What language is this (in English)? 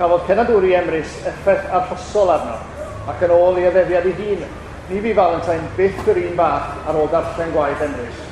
Welsh